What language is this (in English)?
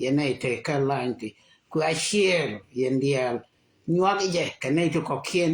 Nuer